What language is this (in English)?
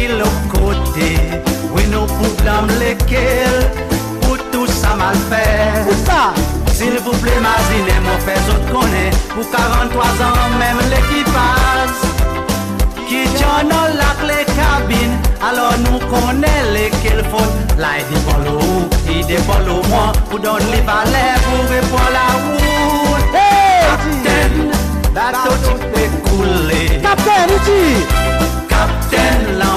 Seselwa Creole French